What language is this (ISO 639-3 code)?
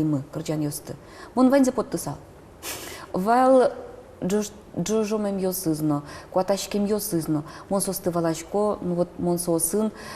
udm